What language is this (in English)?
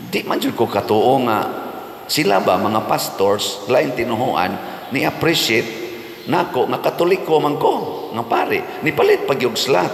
Cebuano